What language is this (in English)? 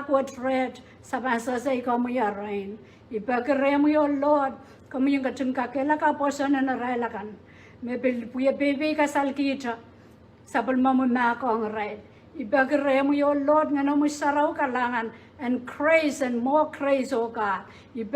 Pohnpeian